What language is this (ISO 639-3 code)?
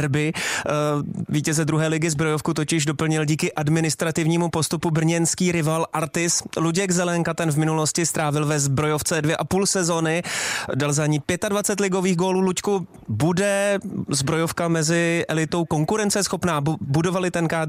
ces